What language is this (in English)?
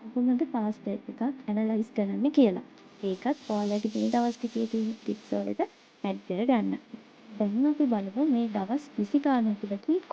Sinhala